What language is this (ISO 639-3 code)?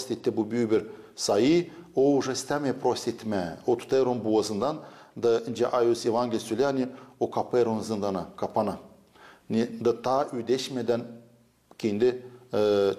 gag